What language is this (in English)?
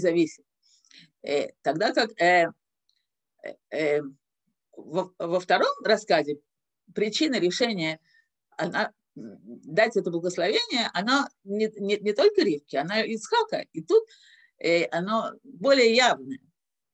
Russian